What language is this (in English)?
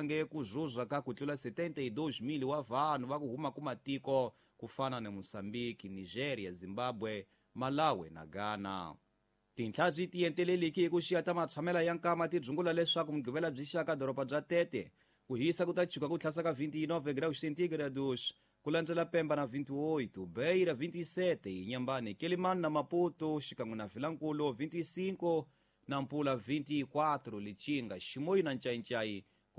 Tsonga